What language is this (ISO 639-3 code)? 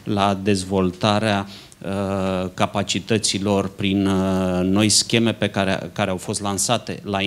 ron